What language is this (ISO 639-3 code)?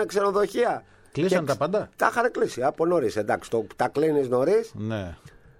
ell